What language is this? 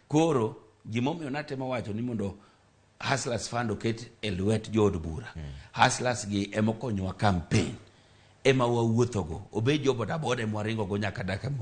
Luo (Kenya and Tanzania)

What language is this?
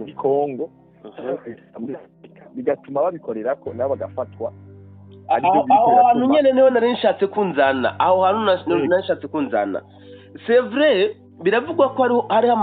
Rundi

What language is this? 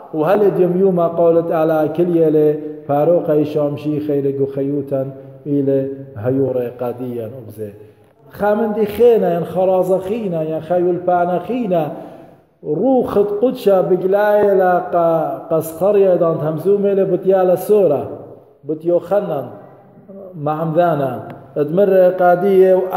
Assyrian Neo-Aramaic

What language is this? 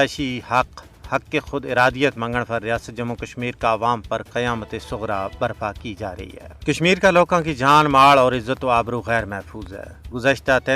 Gujari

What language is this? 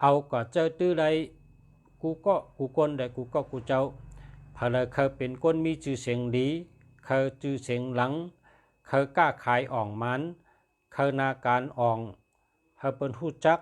Shan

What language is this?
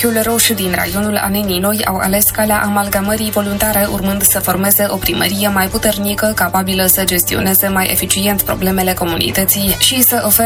Romanian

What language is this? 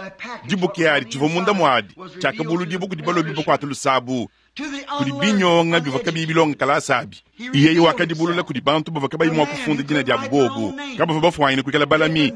Luba-Lulua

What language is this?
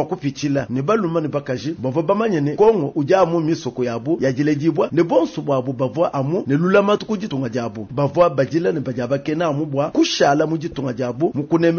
Luba-Lulua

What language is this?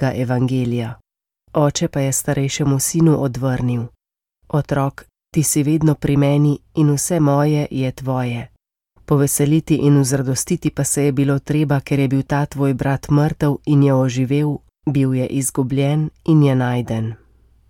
Slovenian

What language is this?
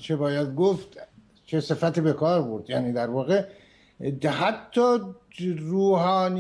Persian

